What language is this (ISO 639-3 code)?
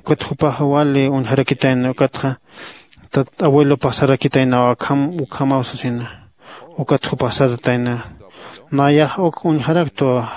aym